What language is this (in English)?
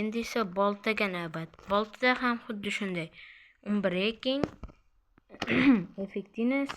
Uzbek